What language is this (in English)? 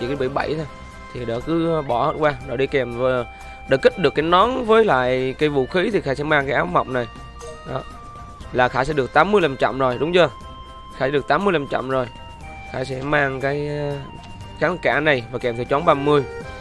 Vietnamese